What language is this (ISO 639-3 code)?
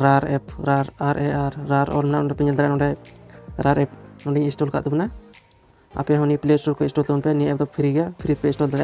sat